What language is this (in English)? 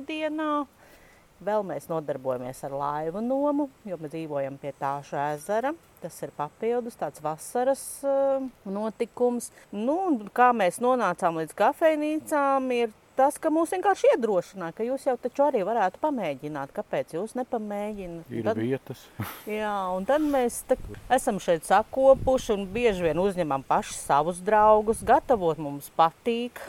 Latvian